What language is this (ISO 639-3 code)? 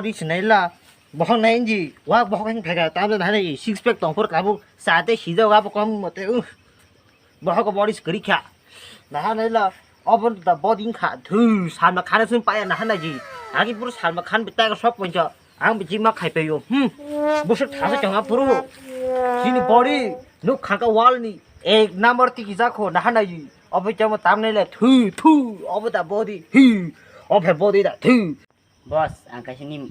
trp